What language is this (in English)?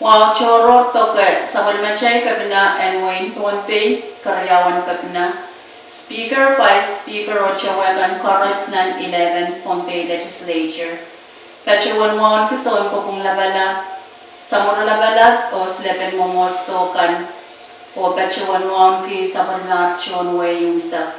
Pohnpeian